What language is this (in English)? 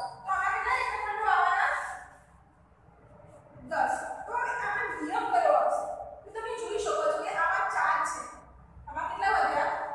Gujarati